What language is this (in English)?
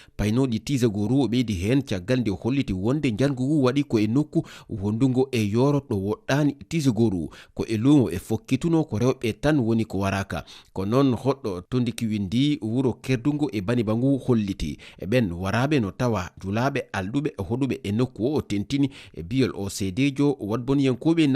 Fula